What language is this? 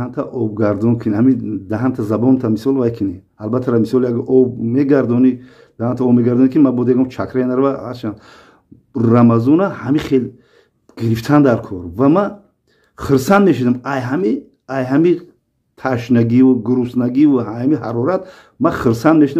Tajik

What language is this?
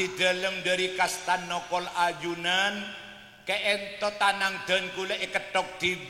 Madurese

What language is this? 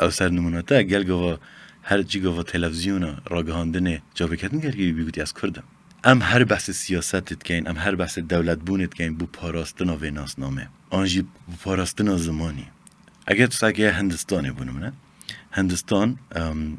Kurdish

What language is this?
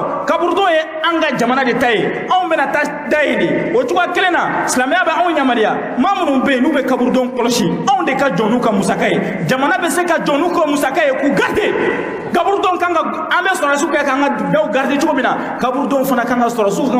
Bambara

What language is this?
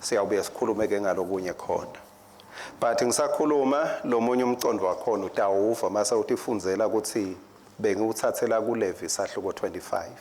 Swati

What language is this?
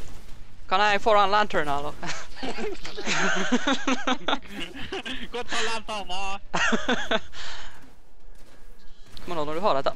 Norwegian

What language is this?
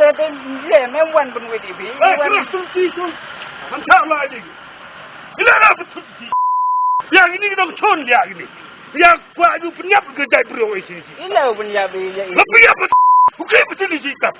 Khasi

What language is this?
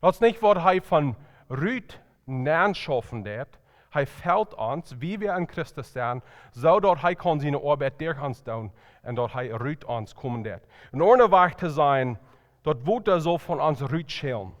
Plautdietsch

